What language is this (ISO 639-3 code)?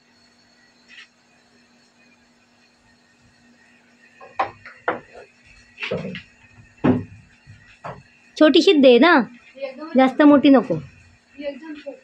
mar